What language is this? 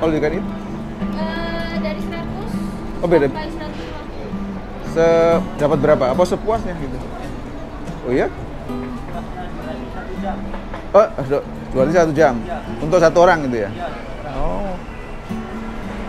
Indonesian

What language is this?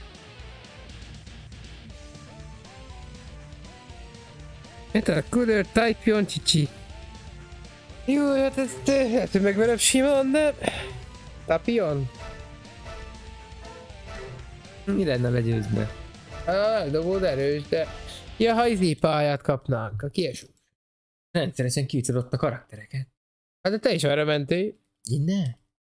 Hungarian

